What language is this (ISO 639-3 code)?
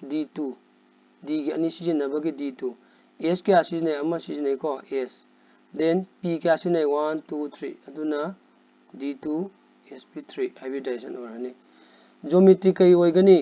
mni